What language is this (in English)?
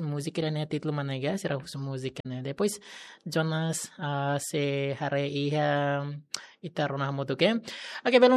Tetum